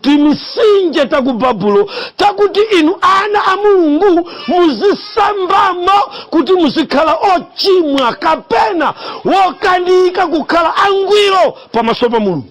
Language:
Nyanja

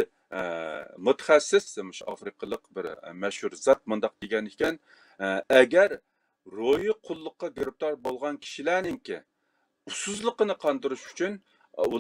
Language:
Uyghur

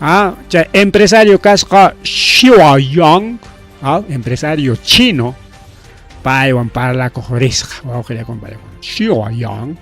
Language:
Ayacucho Quechua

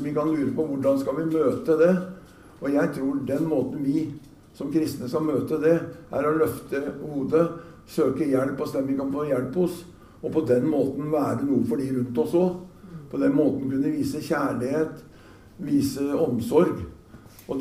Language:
Norwegian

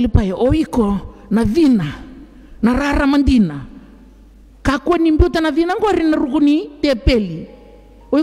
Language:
Fijian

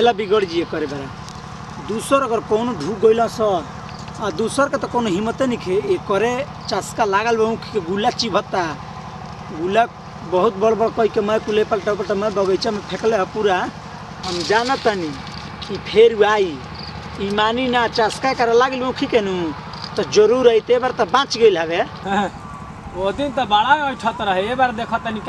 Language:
Bhojpuri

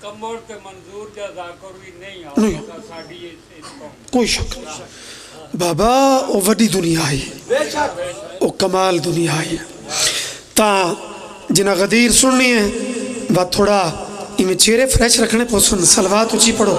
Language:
Pahari-Potwari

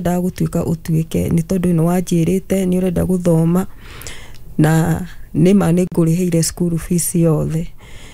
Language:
Kikuyu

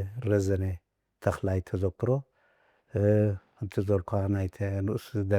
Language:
Tigrinya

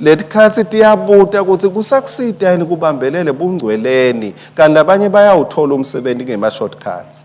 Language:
Swati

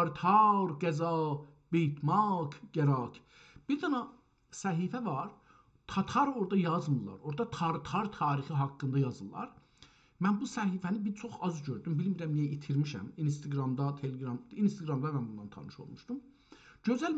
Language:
South Azerbaijani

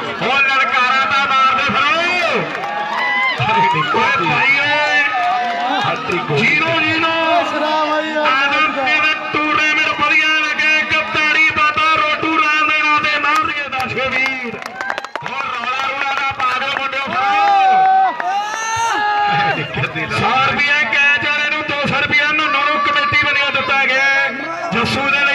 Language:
Punjabi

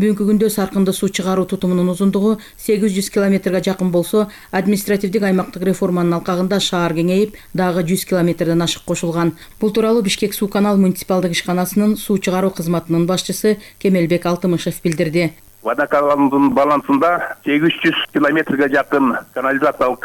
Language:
Kyrgyz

